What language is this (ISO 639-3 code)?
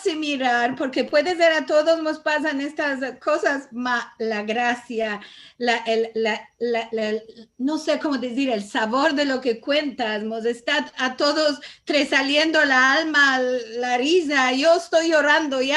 lad